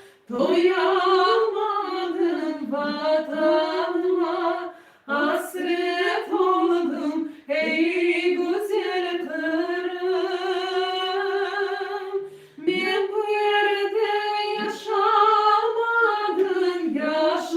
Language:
Crimean Tatar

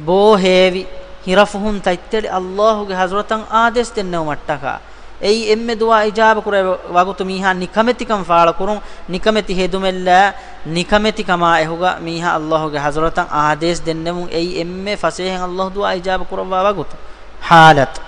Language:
Divehi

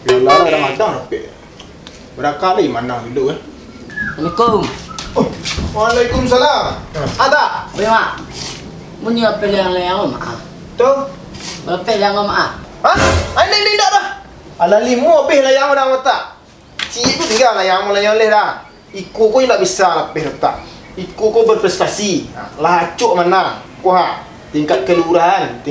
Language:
Minangkabau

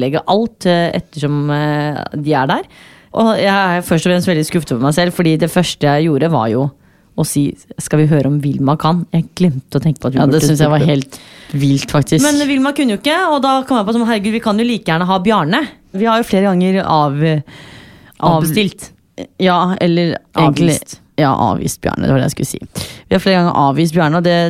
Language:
Norwegian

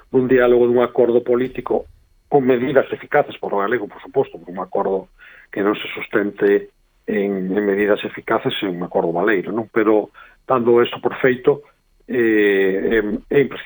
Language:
Galician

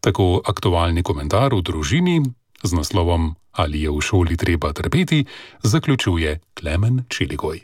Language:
Slovenian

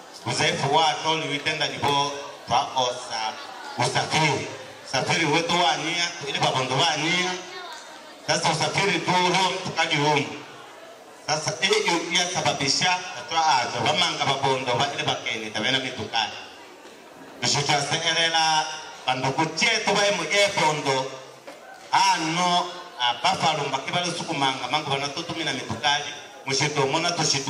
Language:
Swahili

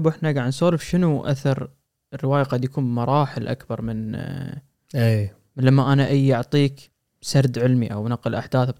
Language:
Gulf Arabic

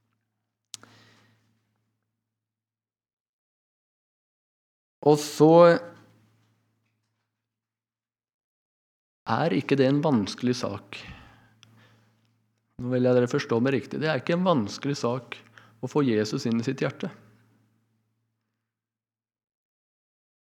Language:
Norwegian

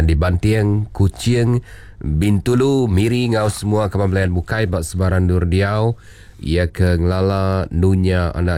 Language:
Iban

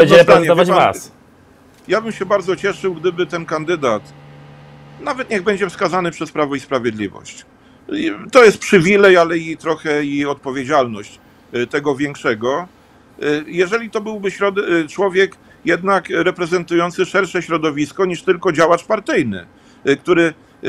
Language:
Polish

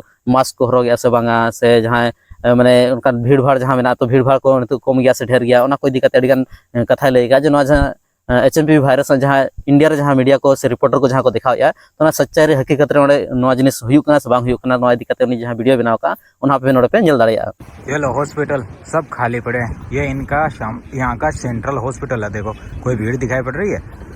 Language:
Santali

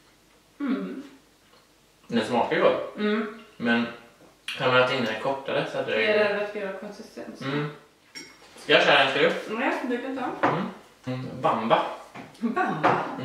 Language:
Swedish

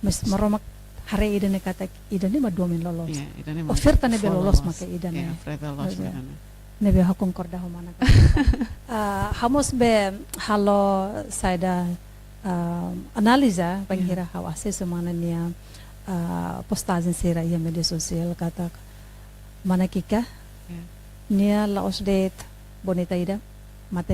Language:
Tetum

